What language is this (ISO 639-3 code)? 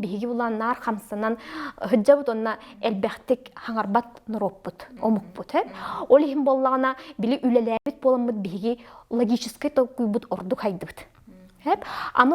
sah